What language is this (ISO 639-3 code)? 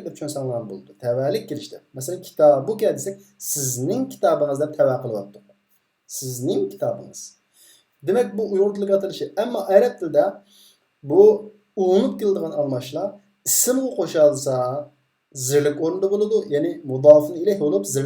uig